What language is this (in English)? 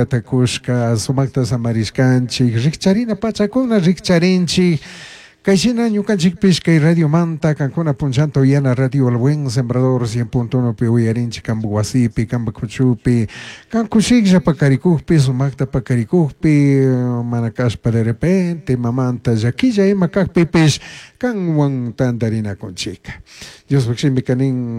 Chimborazo Highland Quichua